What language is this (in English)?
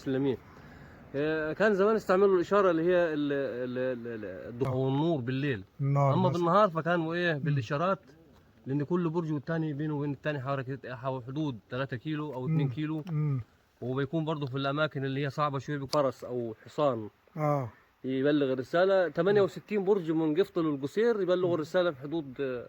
Egyptian Arabic